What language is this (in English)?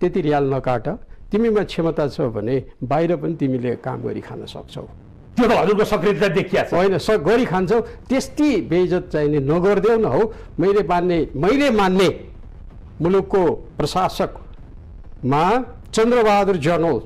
Nepali